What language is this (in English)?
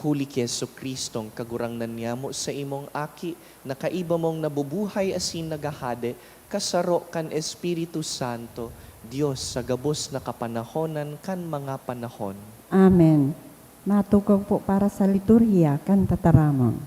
Bikol